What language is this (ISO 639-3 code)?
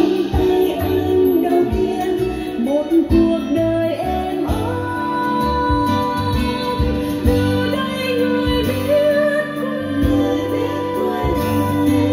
vie